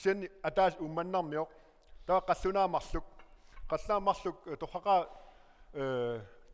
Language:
Kalaallisut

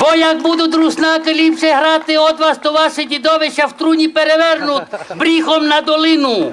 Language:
Rusyn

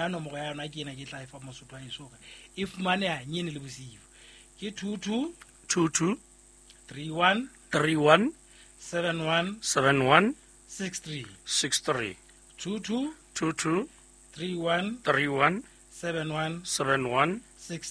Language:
Southern Sotho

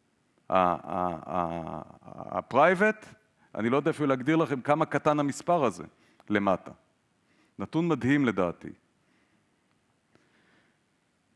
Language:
Hebrew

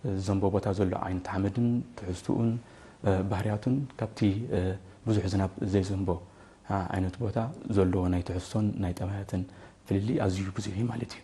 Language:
Tigrinya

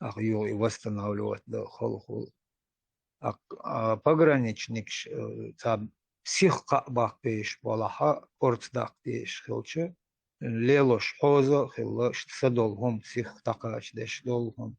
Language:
Chechen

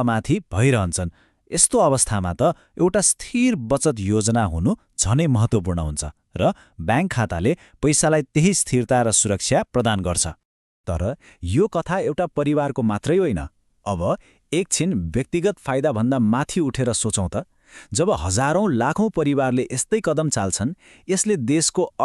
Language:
Nepali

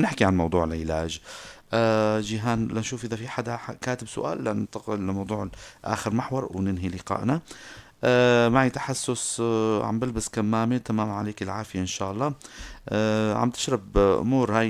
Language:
North Levantine Arabic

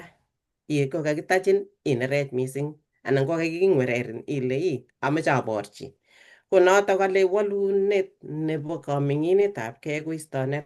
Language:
Kalenjin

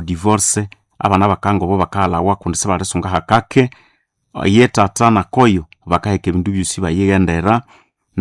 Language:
Nande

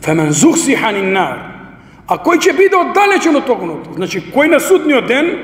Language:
Macedonian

